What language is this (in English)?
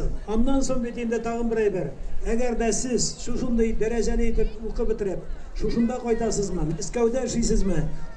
Tatar